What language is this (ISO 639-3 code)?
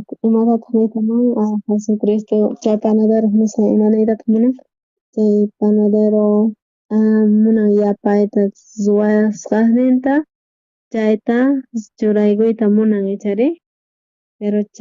quh